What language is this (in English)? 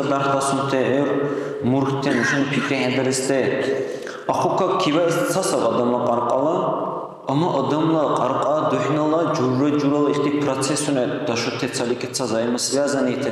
Dargwa